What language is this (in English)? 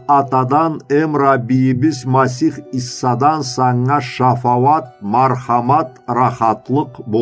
Karachay-Balkar